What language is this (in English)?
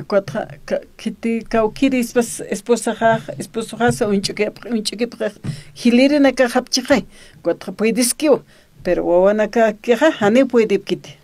Aymara